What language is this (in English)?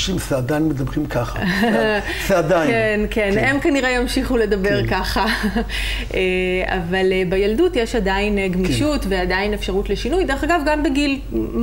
Hebrew